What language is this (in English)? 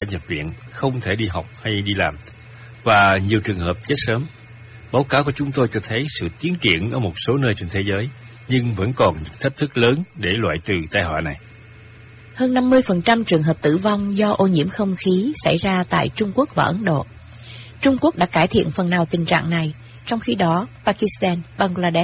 Vietnamese